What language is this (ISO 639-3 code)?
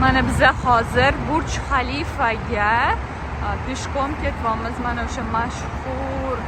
uzb